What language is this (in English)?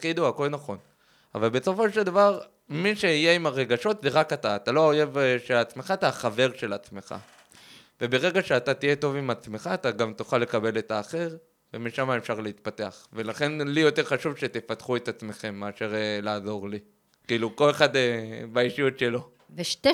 Hebrew